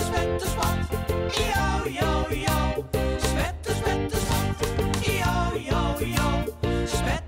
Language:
Western Frisian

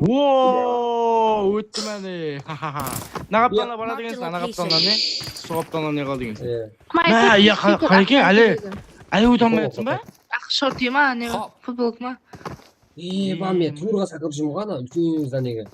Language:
Kara-Kalpak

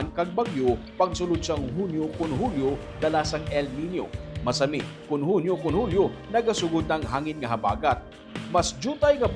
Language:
Hiligaynon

